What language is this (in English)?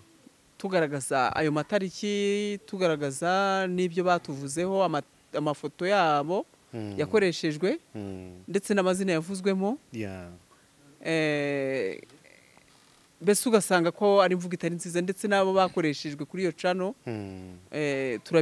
Kinyarwanda